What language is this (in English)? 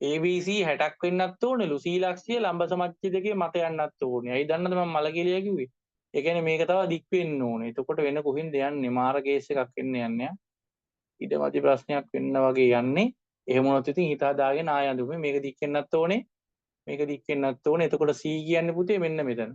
Sinhala